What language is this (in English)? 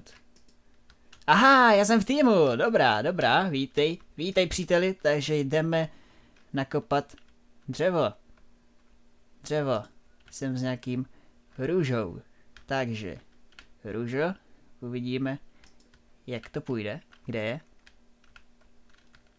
Czech